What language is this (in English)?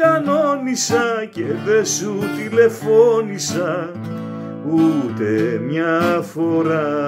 Greek